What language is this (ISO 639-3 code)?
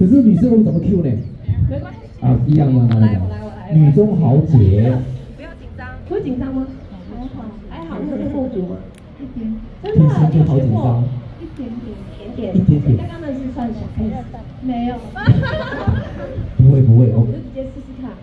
zho